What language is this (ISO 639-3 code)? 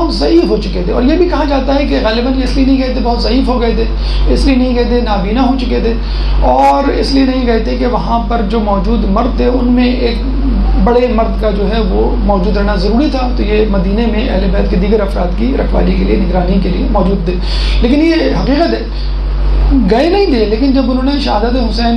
urd